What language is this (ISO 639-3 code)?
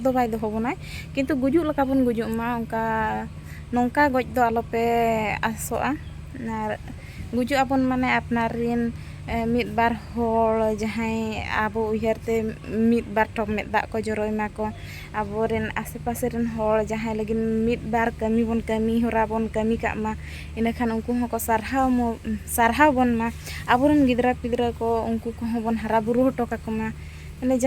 sat